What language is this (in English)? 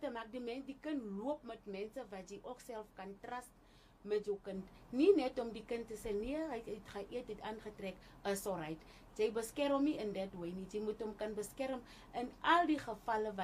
Afrikaans